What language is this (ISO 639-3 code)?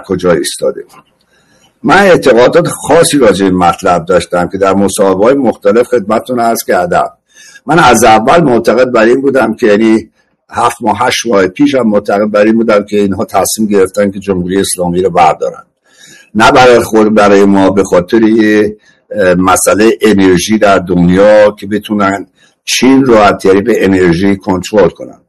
fas